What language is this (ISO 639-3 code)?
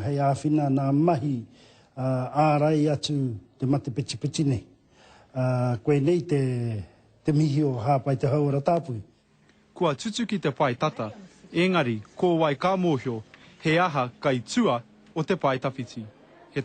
mri